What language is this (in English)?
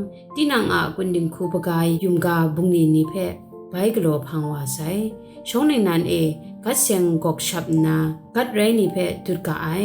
Kachin